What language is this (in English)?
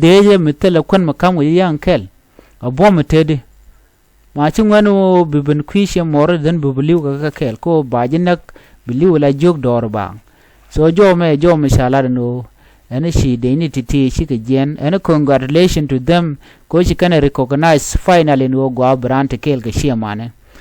Nuer